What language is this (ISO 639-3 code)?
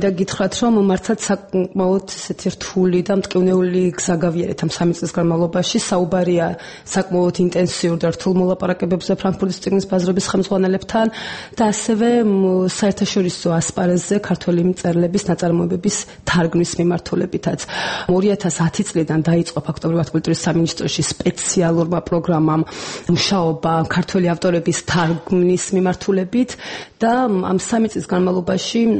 kat